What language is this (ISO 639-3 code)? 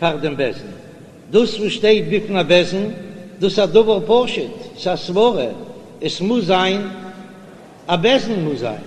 yid